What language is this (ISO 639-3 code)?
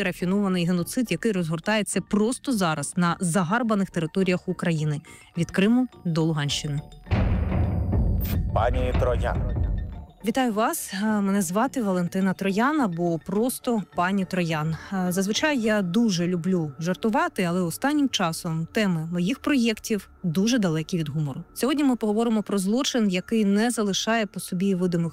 ukr